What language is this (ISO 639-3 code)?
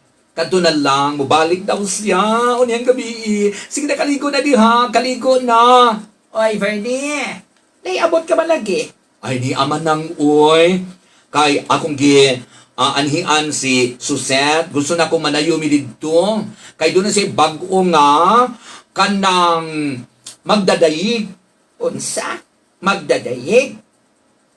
ceb